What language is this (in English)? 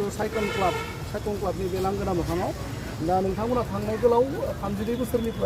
Bodo